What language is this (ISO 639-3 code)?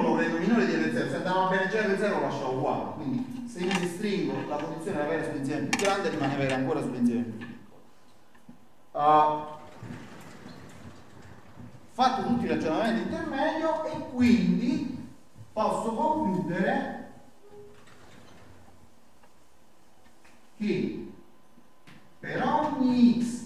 ita